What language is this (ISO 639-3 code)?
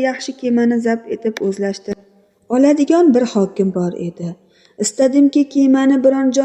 uzb